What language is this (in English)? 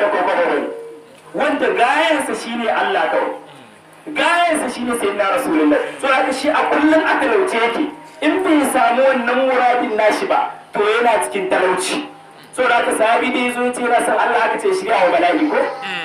Hausa